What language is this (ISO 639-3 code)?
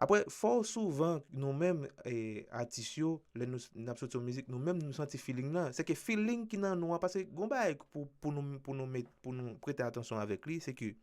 hat